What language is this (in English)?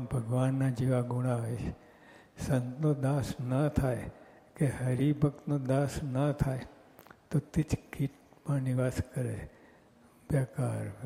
Gujarati